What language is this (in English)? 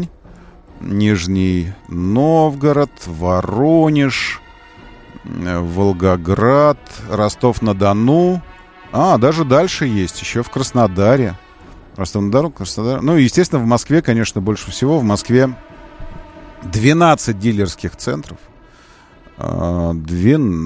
Russian